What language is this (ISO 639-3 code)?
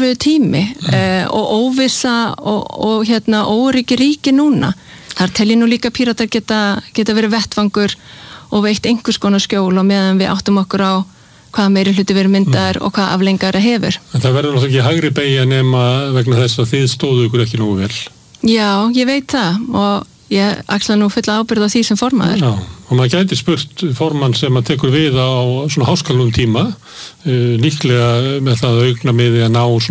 isl